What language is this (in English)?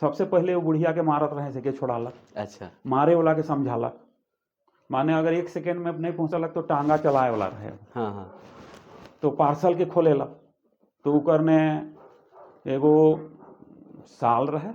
Sadri